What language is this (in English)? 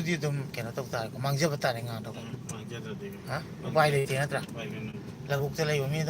Manipuri